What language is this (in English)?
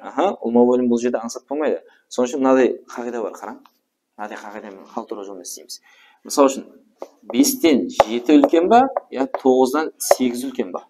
Kara-Kalpak